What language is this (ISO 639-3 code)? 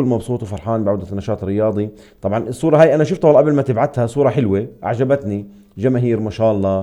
apc